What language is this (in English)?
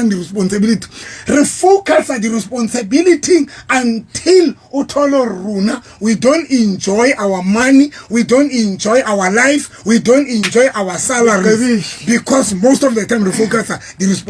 Southern Sotho